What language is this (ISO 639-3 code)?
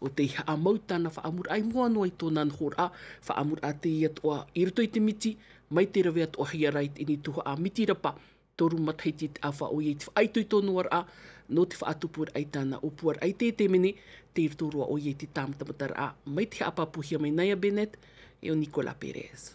tah